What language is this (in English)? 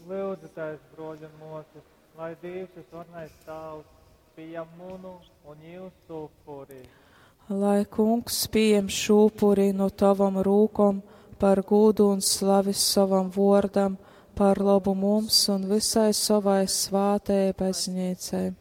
Latgalian